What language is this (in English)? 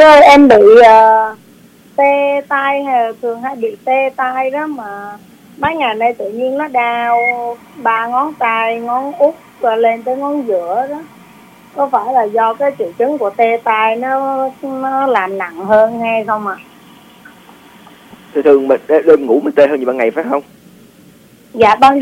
Vietnamese